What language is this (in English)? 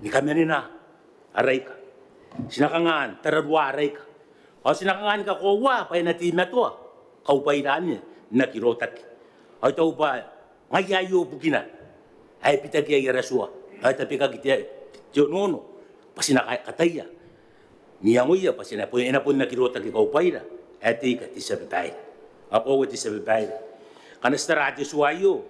Gilbertese